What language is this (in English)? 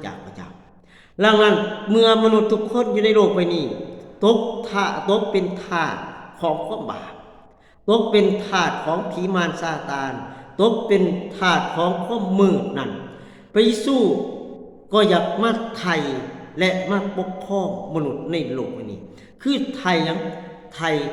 Lao